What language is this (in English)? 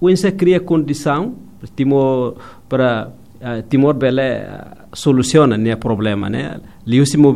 Tetum